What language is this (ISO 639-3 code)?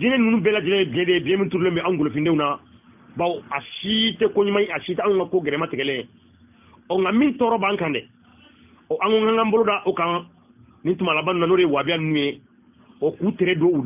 bam